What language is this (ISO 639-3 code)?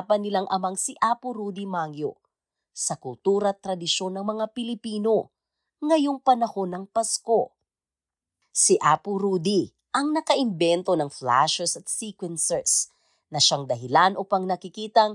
fil